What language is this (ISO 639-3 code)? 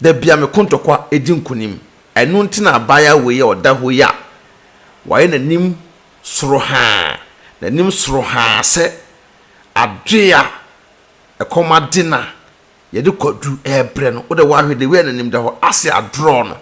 aka